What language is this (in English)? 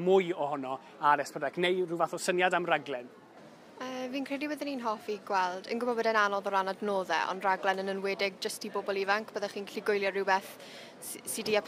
Welsh